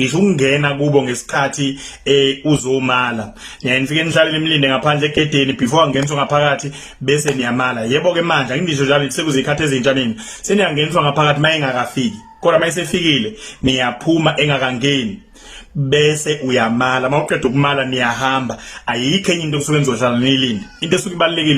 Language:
Zulu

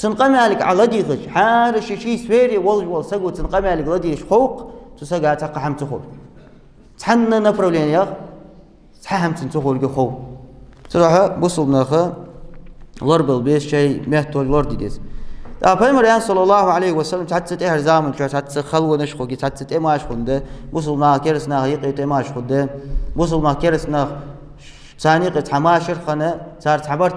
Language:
Ingush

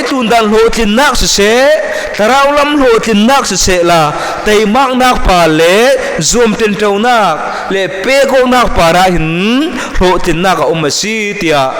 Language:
Falam Chin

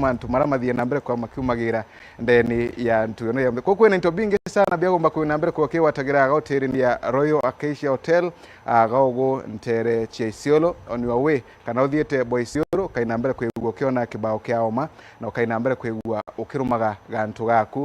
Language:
Meru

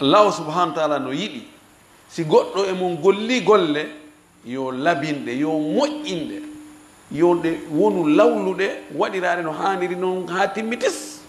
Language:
Fula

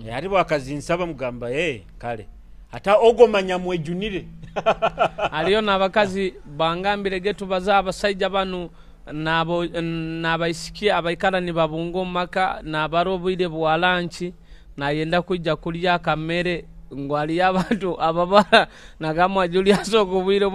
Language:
Nyoro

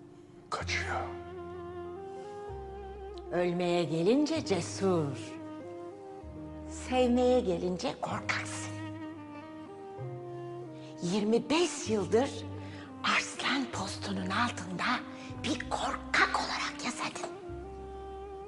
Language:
Turkish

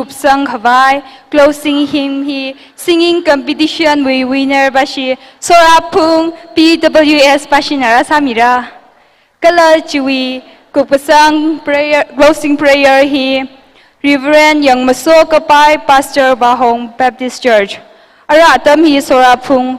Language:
Tangkhul Naga (India)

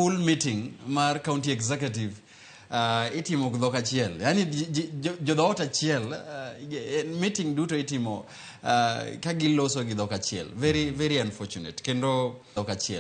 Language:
Luo (Kenya and Tanzania)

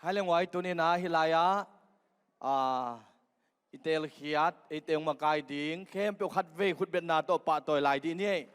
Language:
Tedim Chin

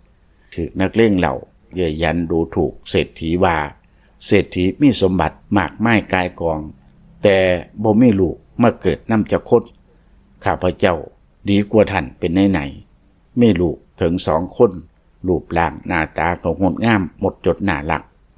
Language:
Lao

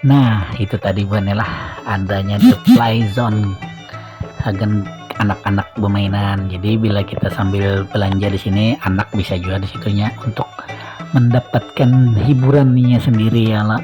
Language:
Banjar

